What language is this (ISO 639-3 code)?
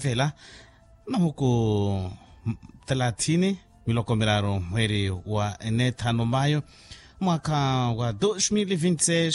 vmw